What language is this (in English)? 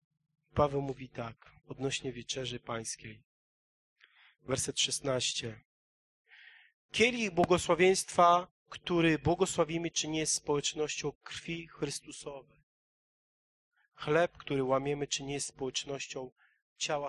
Polish